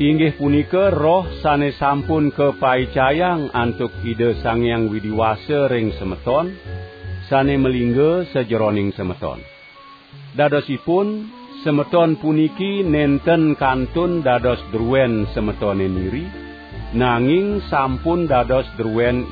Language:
Balinese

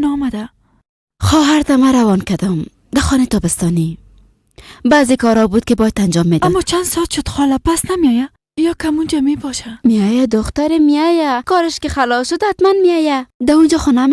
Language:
Persian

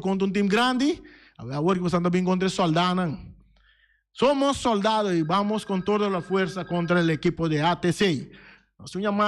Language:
Papiamento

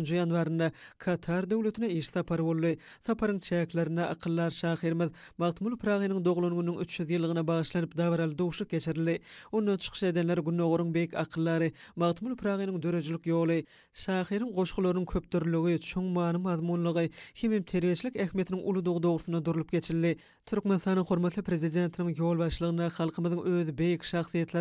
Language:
Turkmen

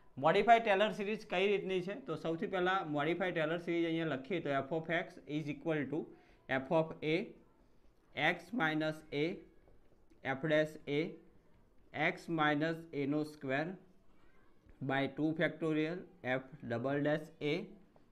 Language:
Gujarati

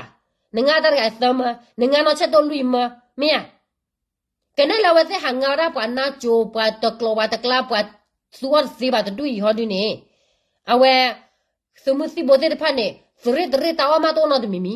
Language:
S'gaw Karen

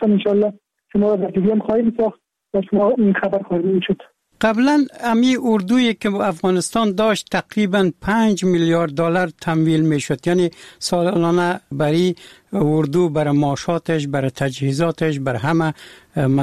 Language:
Persian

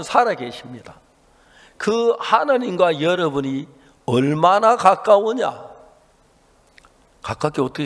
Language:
Korean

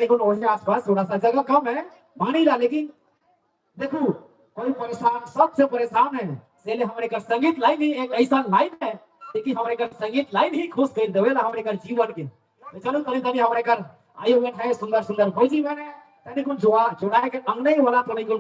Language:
Sadri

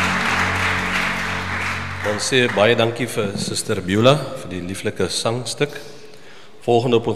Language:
Afrikaans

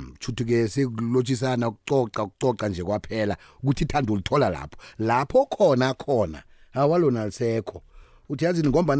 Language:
South Ndebele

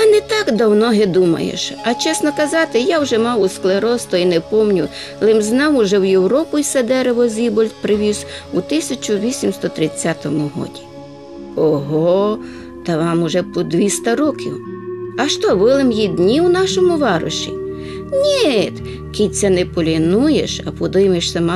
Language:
Rusyn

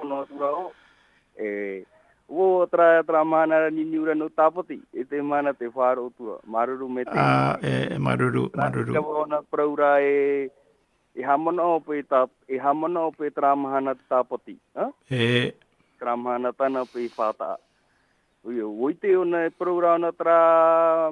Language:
Tahitian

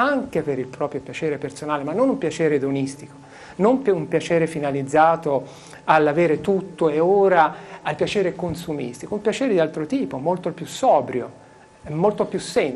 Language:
Italian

